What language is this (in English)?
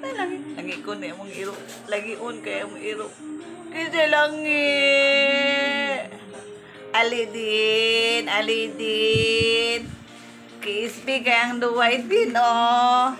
Cebuano